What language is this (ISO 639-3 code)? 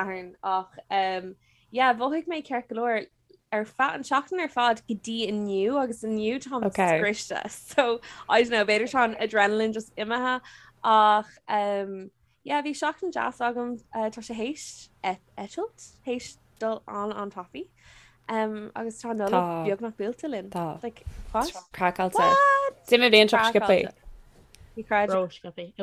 gle